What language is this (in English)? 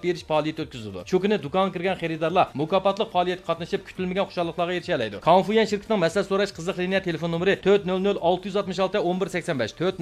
Uyghur